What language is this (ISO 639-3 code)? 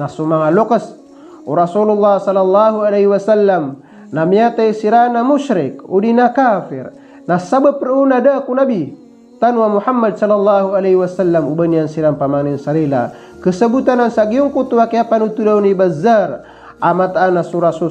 mrw